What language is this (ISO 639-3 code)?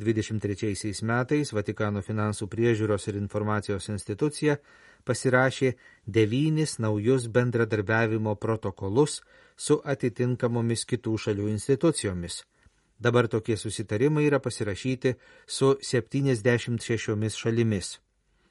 lit